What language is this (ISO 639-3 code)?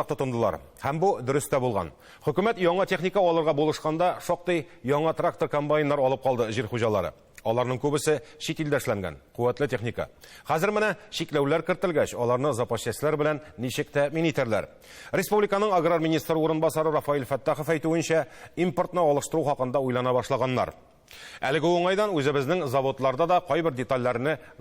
tat